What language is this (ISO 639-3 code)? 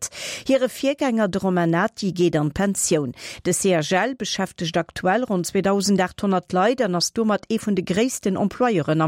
ltz